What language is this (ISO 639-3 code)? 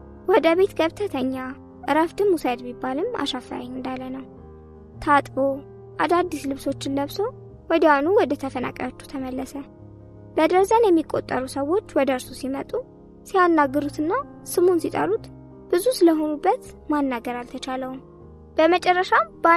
amh